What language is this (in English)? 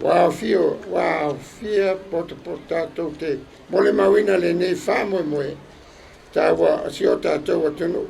Samoan